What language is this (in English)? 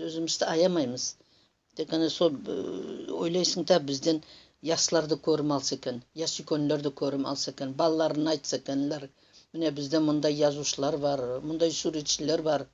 Nogai